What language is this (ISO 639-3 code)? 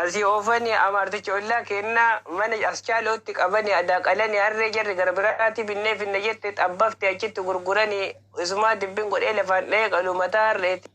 orm